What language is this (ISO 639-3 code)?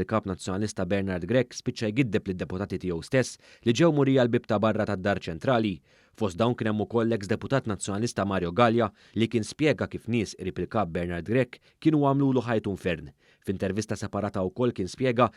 mlt